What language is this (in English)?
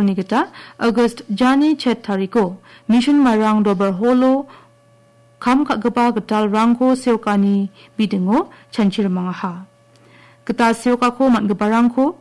Garo